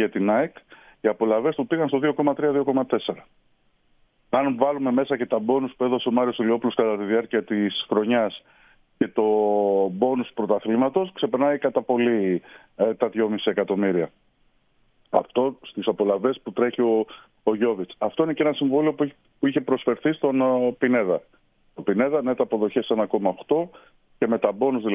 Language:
Greek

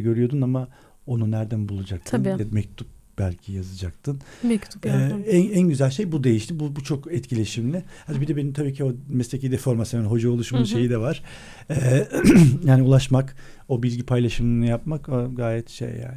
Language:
Turkish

